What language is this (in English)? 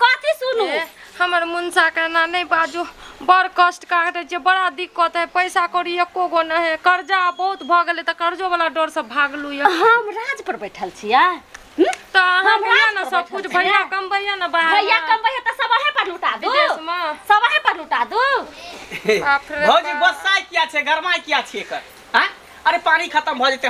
Maithili